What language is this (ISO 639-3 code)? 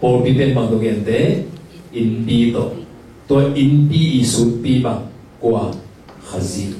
ctd